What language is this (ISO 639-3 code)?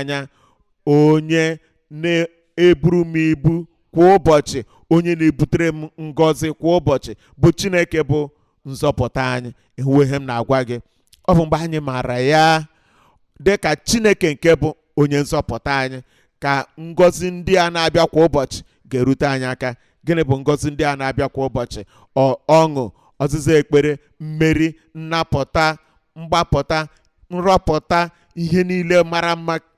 ibo